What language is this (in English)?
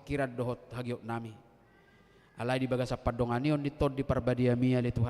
Batak Toba